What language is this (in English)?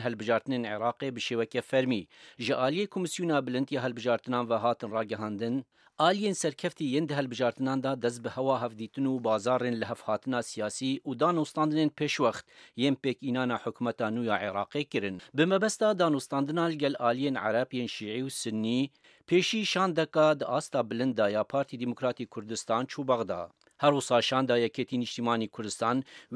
Kurdish